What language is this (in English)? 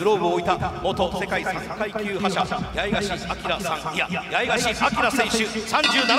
Japanese